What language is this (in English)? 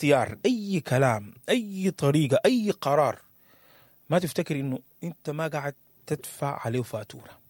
Sudanese Arabic